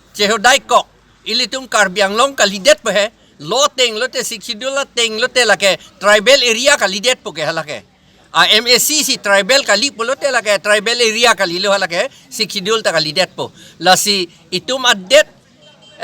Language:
Karbi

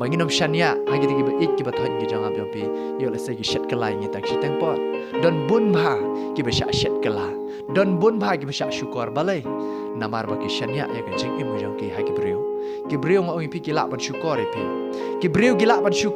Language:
Khasi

